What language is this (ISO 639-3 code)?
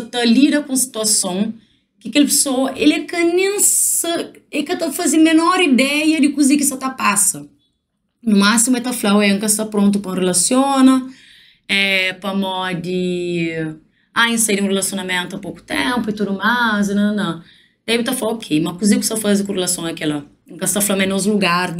kea